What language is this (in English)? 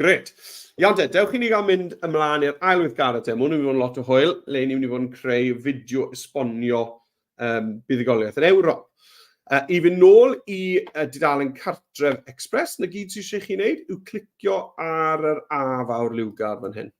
Welsh